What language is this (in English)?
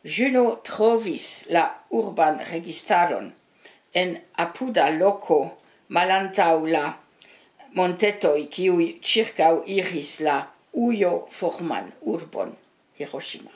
Esperanto